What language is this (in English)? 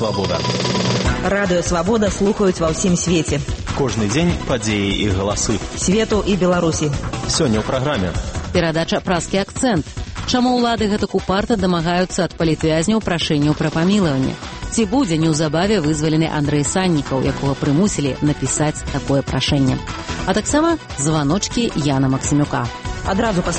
Belarusian